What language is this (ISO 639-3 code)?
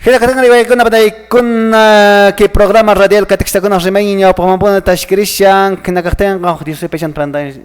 que